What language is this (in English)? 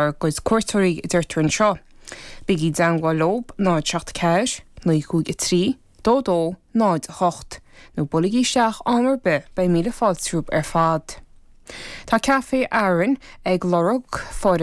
Irish